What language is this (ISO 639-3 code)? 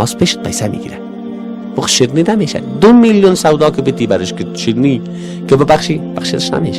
fas